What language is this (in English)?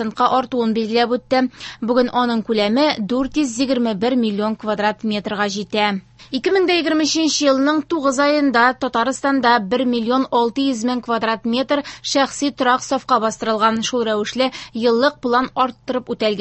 Tatar